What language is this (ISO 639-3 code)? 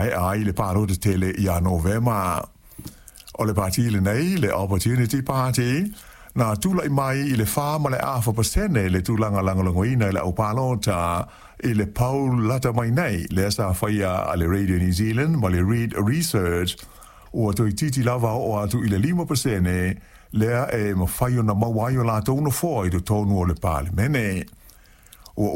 smo